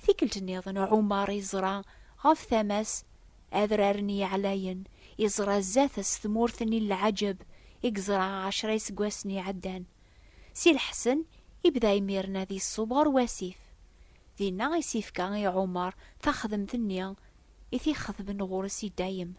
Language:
Kabyle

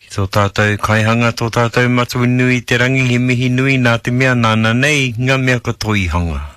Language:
Māori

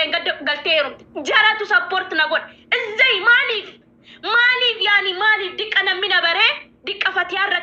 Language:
Oromo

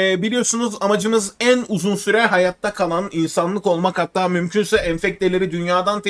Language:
Turkish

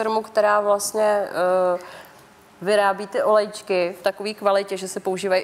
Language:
Czech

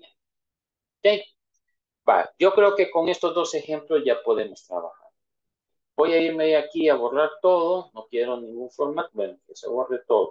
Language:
Spanish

